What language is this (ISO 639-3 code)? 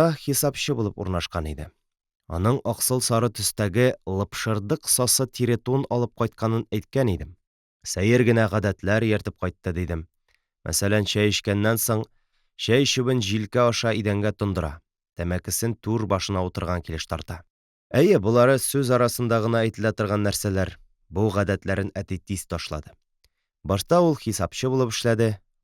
tat